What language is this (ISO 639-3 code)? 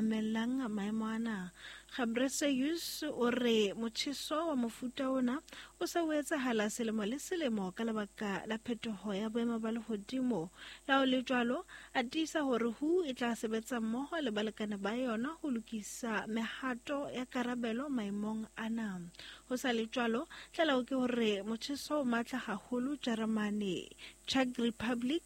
sot